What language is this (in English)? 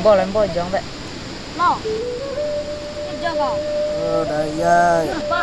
Minangkabau